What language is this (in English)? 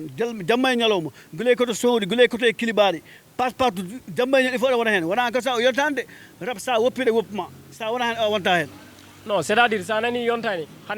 Fula